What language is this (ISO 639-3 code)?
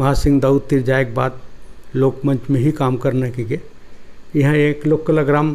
hne